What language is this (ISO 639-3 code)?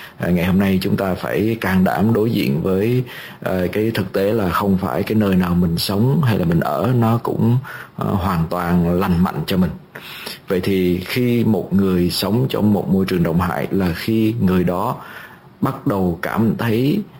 vie